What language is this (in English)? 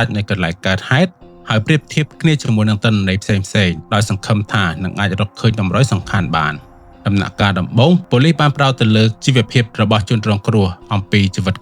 Khmer